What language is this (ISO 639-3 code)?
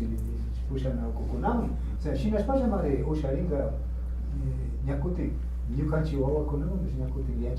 qvi